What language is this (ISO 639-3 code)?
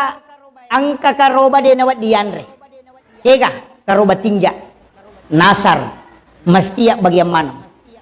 bug